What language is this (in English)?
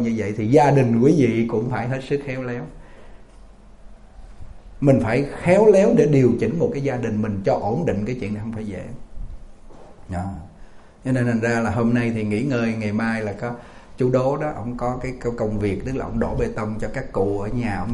Vietnamese